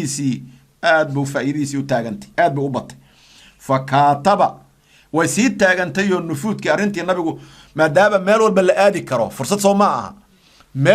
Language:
Somali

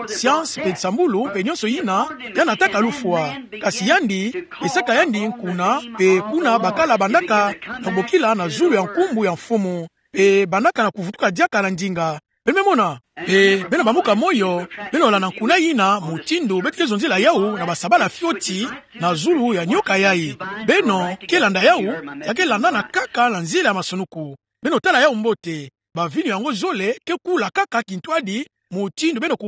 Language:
Kituba (Democratic Republic of Congo)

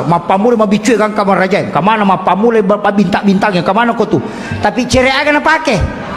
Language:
Buginese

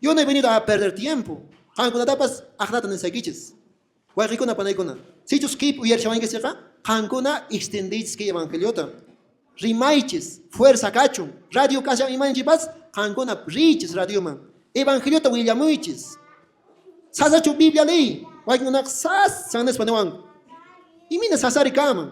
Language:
Quechua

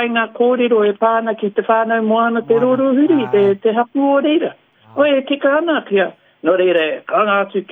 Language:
Māori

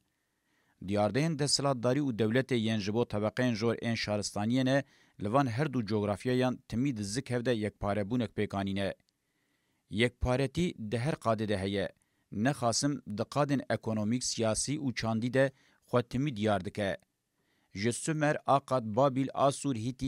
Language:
Kurdish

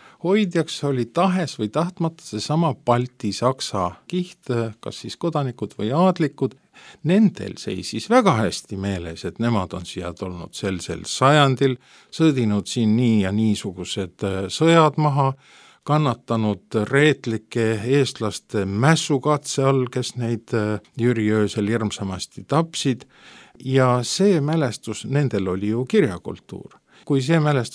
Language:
Estonian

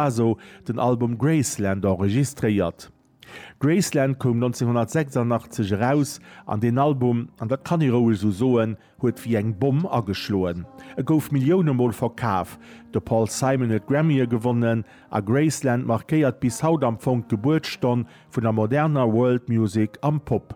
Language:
Luxembourgish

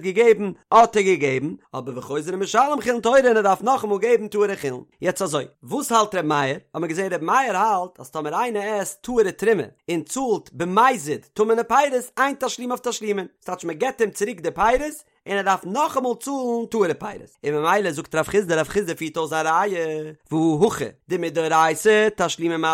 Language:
Yiddish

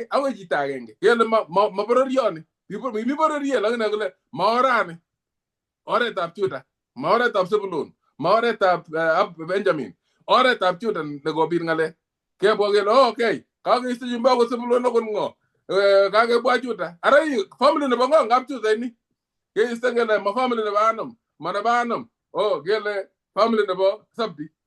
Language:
Kalenjin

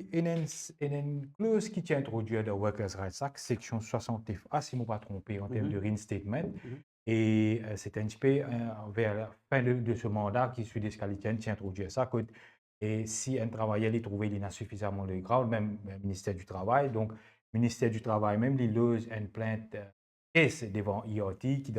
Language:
Morisyen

